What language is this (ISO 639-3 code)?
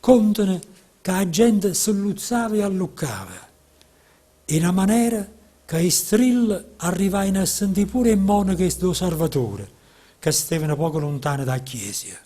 nap